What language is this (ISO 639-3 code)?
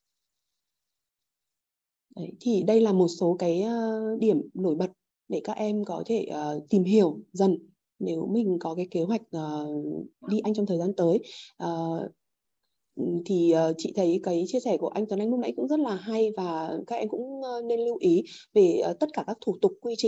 vie